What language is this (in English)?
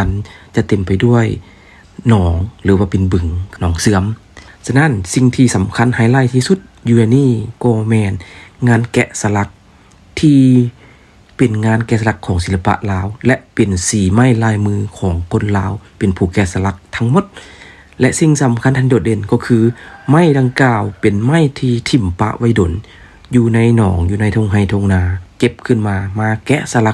Lao